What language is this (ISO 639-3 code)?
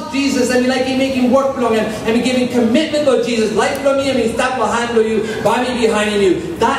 tpi